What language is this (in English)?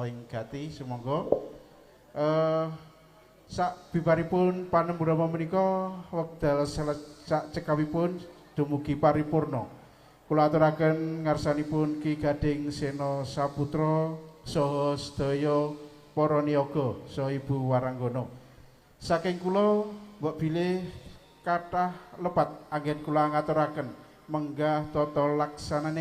Javanese